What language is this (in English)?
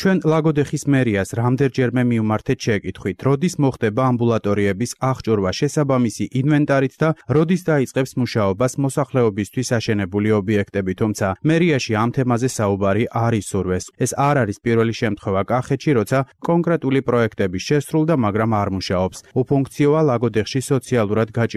Georgian